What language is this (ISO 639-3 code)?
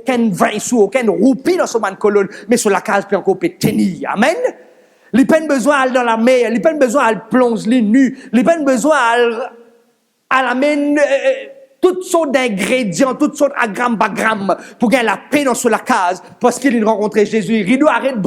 mfe